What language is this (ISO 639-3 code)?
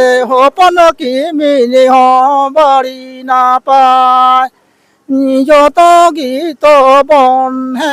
sat